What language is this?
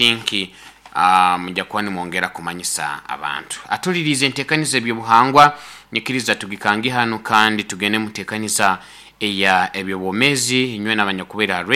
Nyoro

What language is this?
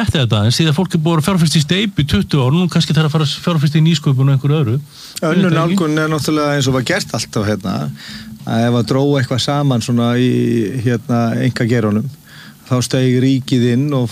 Icelandic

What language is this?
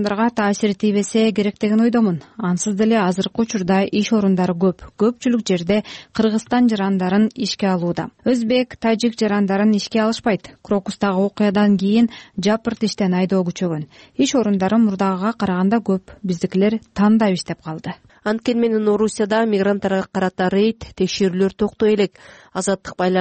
Kyrgyz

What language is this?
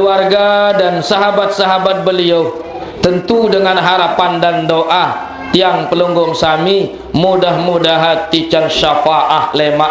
Sasak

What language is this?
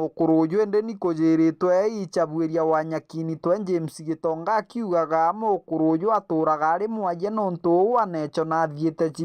Meru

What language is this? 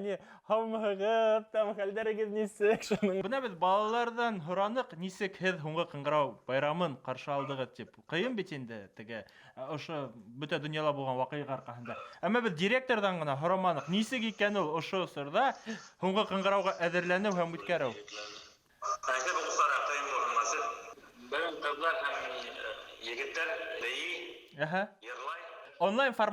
Bashkir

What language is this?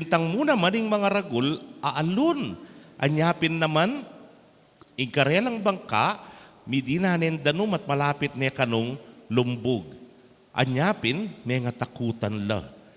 Pampanga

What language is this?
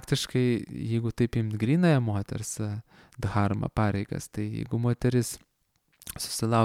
Lithuanian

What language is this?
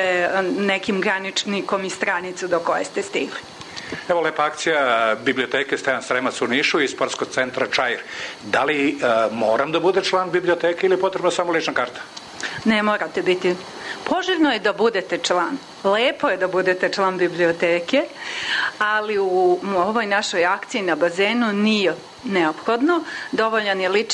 Serbian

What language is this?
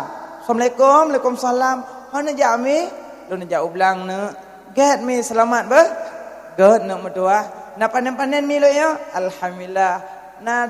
Achinese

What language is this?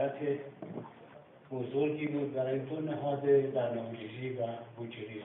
Persian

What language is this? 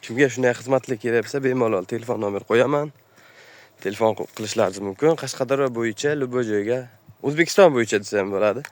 Uzbek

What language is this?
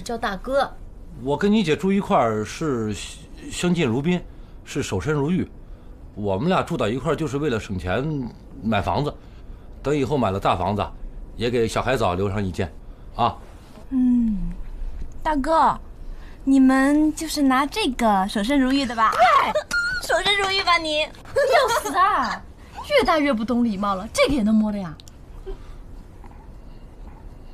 Chinese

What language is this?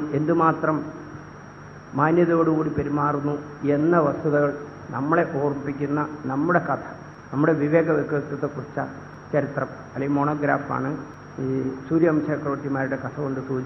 Malayalam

